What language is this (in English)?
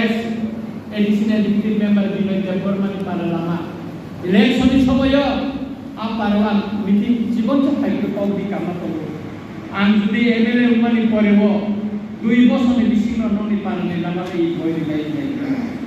Kok Borok